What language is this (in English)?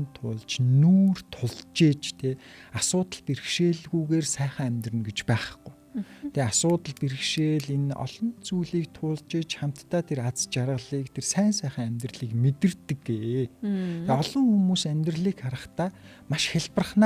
Mongolian